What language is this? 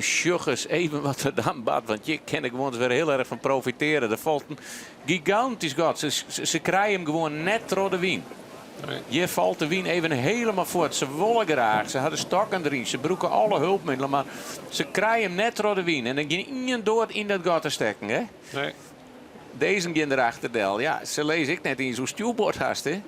Western Frisian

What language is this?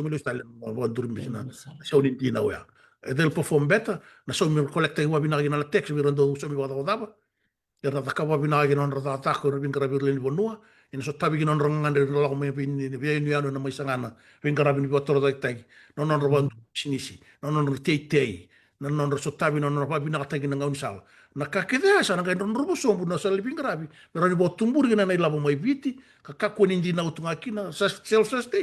Fijian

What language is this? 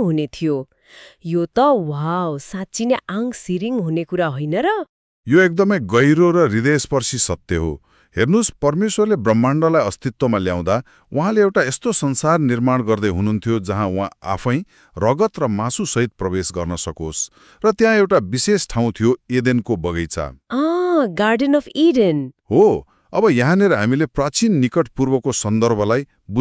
Nepali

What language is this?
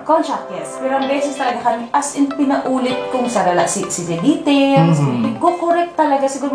Bikol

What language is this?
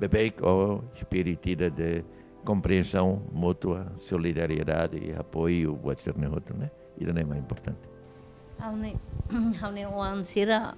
Tetum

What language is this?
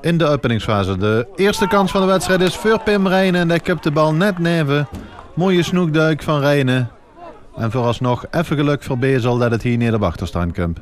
Limburgish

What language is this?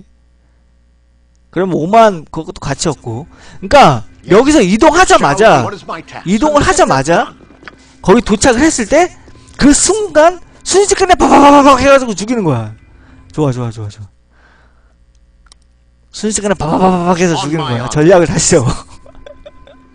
Korean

